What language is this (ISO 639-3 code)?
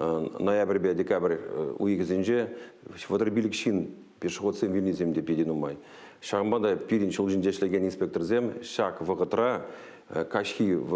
chv